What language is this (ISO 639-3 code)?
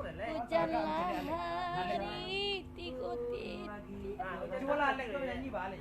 min